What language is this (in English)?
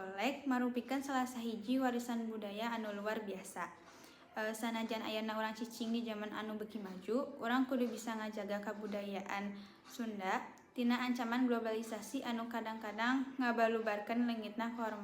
Sundanese